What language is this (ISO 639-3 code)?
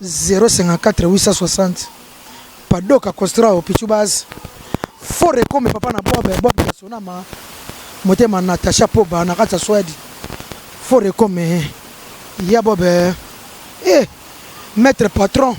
lin